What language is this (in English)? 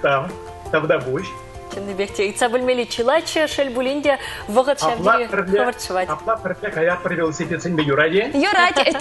Chuvash